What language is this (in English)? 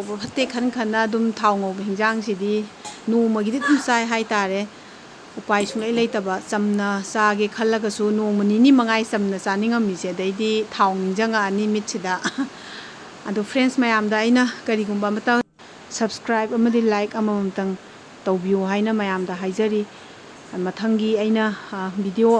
Manipuri